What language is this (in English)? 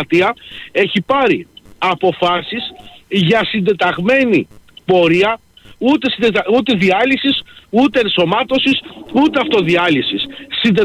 Greek